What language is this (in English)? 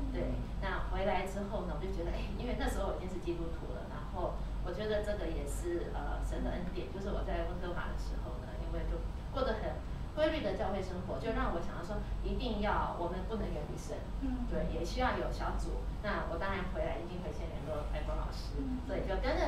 Chinese